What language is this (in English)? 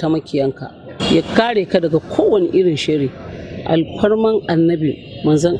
Hausa